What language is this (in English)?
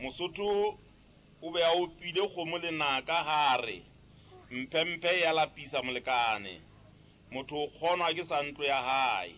Southern Sotho